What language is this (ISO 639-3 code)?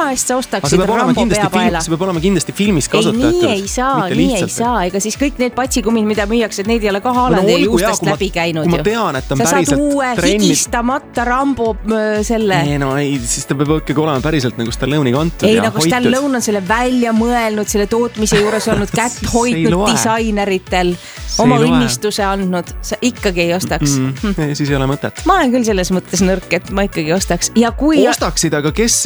est